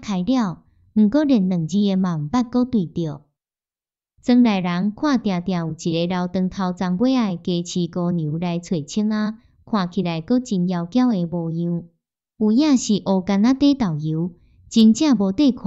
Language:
Min Nan Chinese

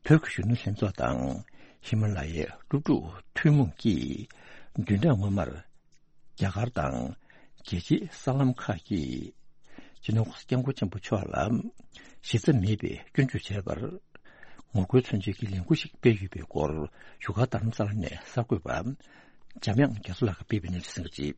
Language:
Tibetan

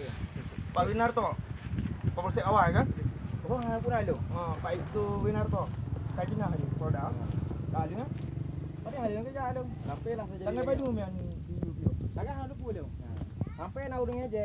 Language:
Achinese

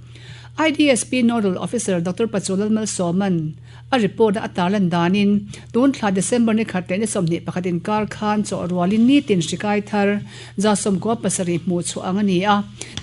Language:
Mizo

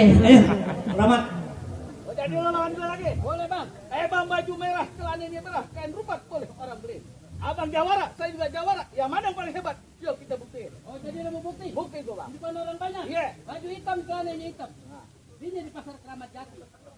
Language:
Betawi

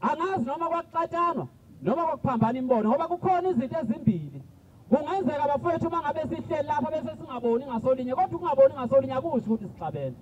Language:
Zulu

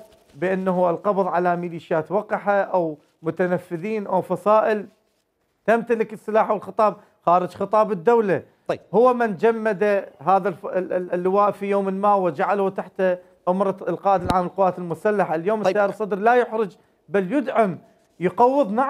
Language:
Mesopotamian Arabic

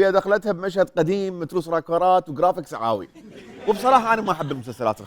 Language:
Mesopotamian Arabic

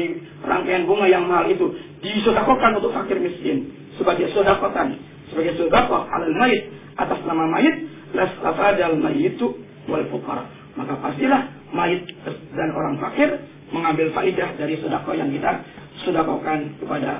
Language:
Indonesian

